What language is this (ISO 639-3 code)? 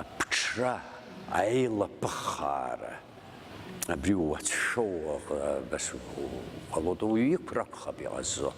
abk